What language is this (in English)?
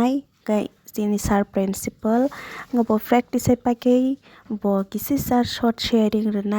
Kok Borok